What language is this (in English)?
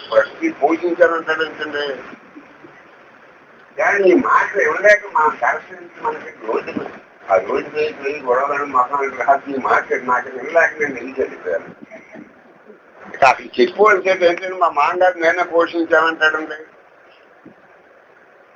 Telugu